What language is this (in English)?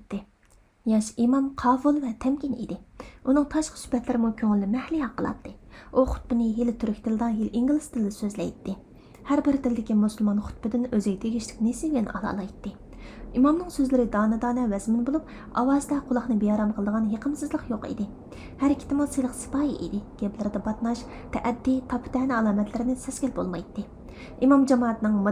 Uyghur